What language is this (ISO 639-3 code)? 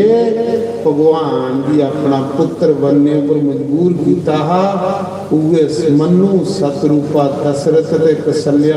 doi